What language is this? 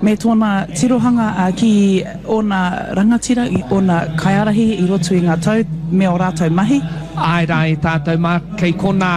Māori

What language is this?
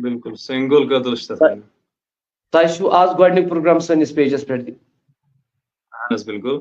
Kashmiri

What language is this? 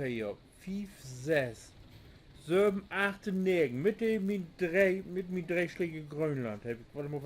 Low German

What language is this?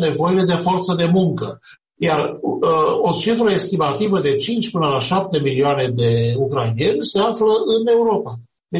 Romanian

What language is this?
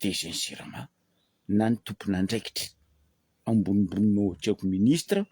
Malagasy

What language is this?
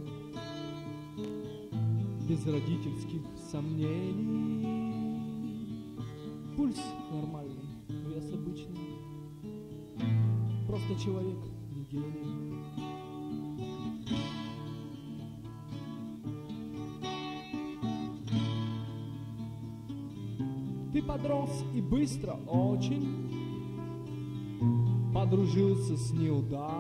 Russian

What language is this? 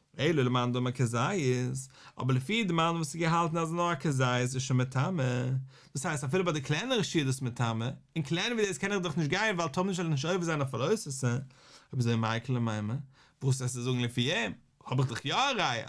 Yiddish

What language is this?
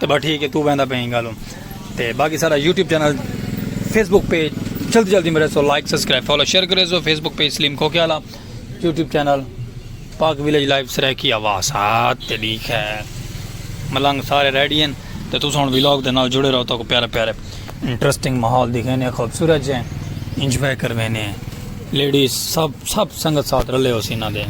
Saraiki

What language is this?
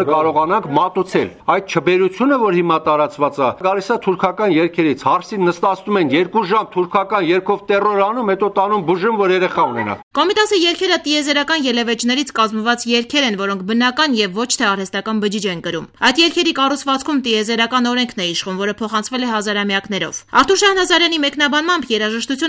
Armenian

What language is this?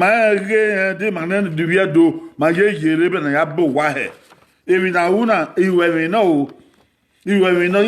Bini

